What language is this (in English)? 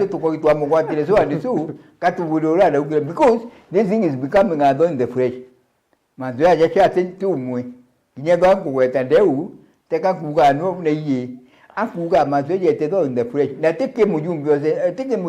Meru